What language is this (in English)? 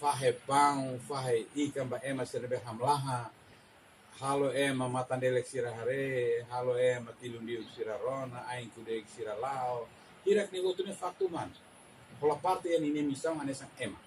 Tetum